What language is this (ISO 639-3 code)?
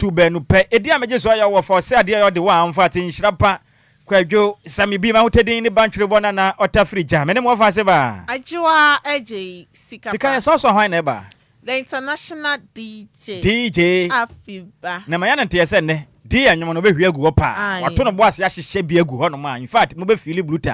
aka